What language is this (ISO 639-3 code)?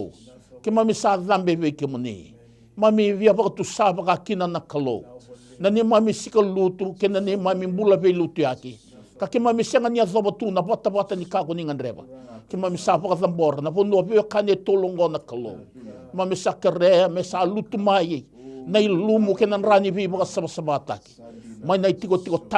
fij